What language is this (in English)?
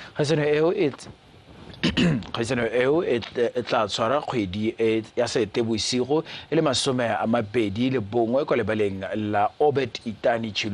Tswana